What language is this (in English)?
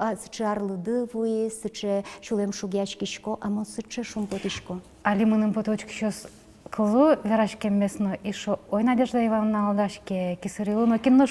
Udmurt